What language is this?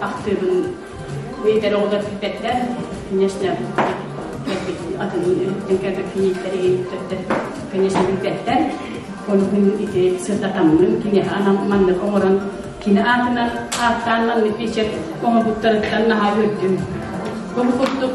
Yakut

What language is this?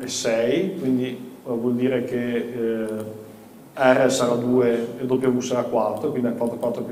Italian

